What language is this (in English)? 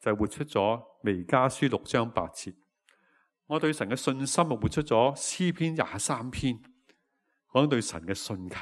Cantonese